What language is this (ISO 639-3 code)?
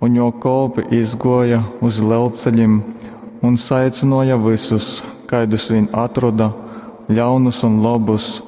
ltg